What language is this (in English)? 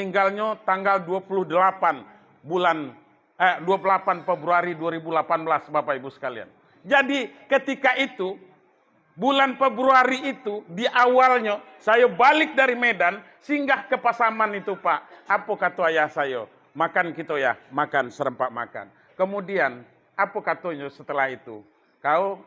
Minangkabau